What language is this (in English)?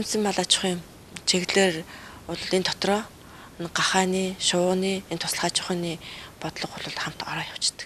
Mongolian